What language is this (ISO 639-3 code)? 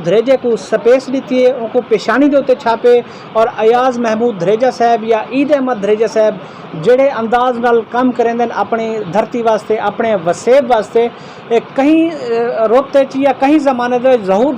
skr